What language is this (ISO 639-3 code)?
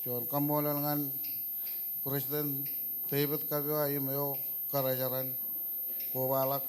mah